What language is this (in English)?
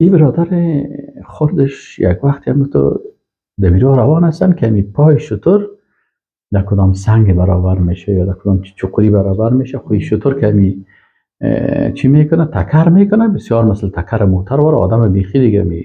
Persian